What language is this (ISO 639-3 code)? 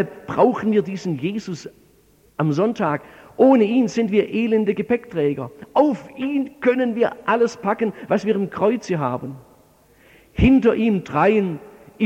deu